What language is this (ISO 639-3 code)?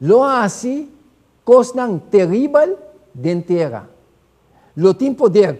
pap